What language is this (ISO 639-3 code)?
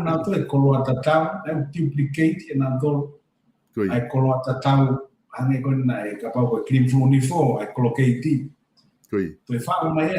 ton